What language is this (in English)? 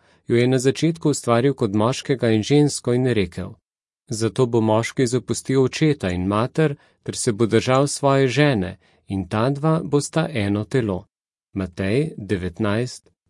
Slovenian